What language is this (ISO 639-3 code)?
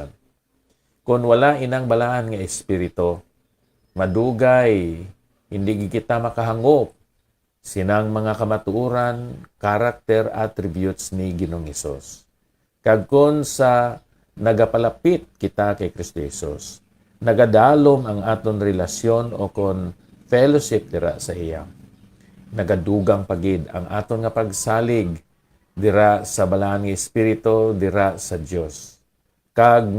hil